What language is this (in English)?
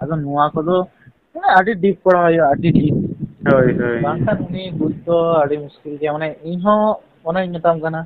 Santali